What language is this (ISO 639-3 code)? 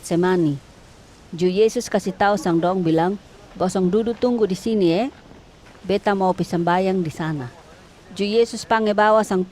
mkn